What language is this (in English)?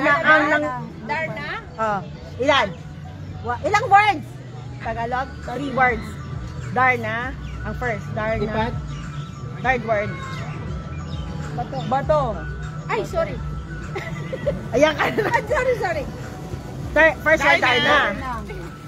Filipino